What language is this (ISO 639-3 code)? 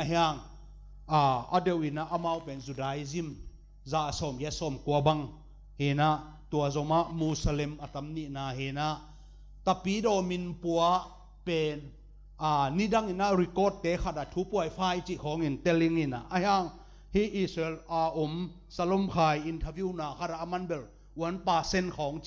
ctd